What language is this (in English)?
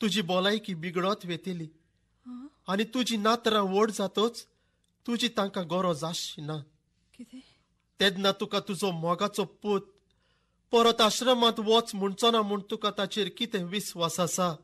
Konkani